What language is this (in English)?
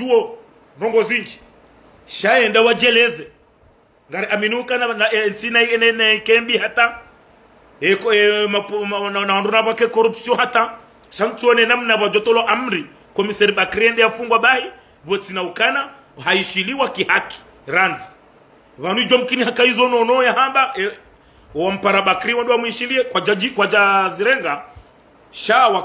Ngazidja Comorian